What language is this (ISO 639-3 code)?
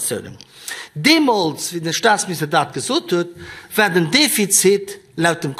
ltz